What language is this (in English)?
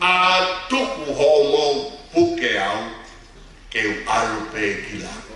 Tongan